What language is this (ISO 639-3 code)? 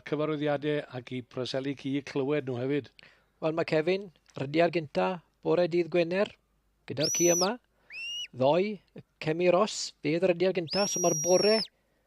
cym